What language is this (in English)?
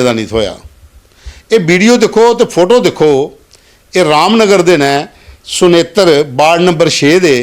Dogri